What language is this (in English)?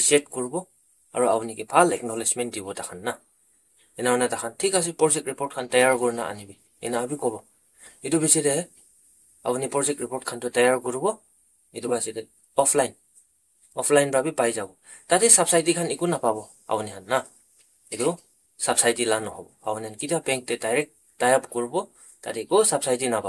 Naga Pidgin